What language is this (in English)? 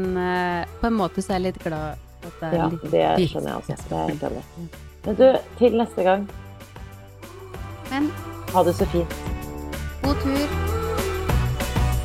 Norwegian